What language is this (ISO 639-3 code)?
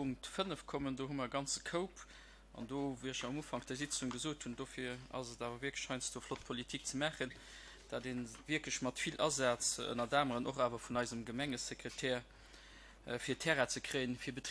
ltz